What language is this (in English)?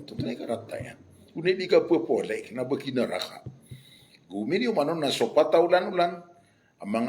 Maranao